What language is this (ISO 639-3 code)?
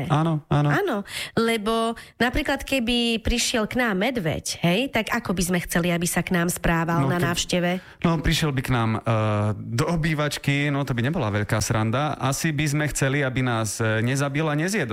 slk